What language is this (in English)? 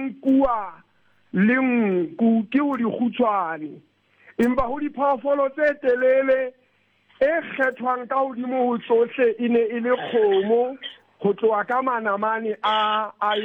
Southern Sotho